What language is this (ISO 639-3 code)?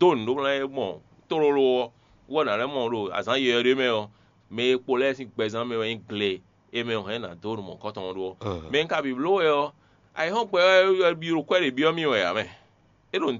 fon